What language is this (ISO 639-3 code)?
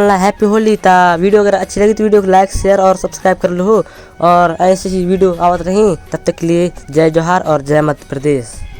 hne